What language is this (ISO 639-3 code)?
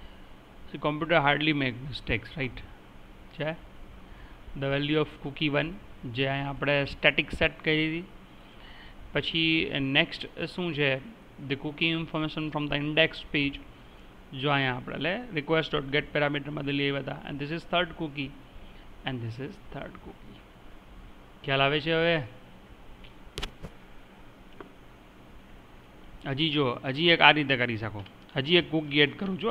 guj